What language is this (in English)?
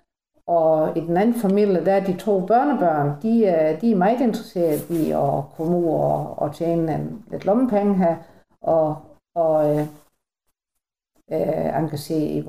Danish